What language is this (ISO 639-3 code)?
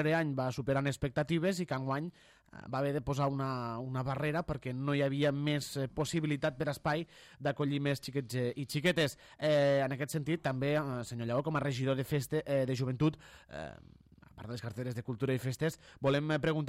cat